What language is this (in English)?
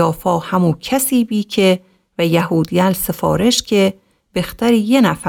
Gilaki